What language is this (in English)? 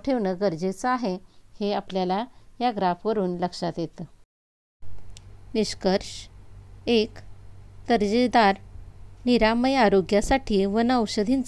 Marathi